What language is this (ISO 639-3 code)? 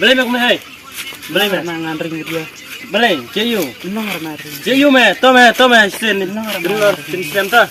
kha